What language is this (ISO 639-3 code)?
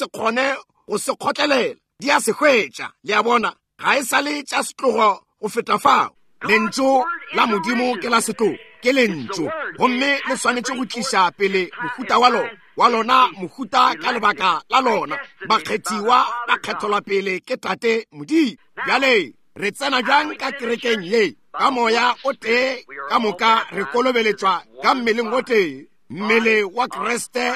nso